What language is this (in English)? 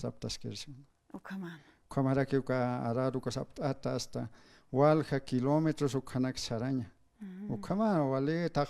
Aymara